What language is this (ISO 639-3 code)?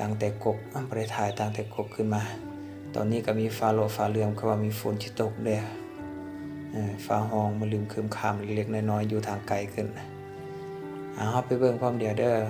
lao